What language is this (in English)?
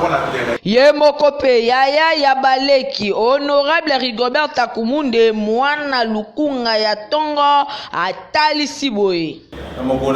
Lingala